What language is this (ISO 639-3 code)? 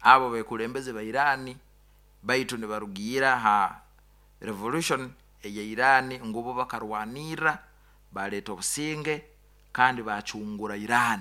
nyo